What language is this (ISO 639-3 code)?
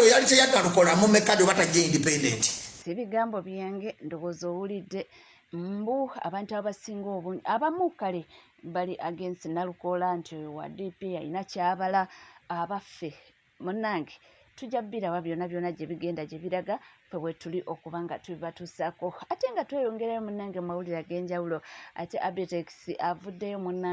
lug